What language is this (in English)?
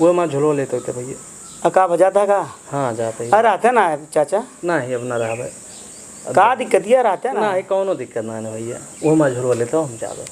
Awadhi